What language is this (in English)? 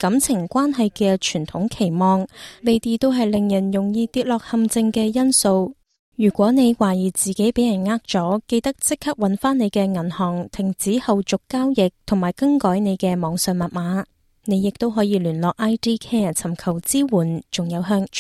Cantonese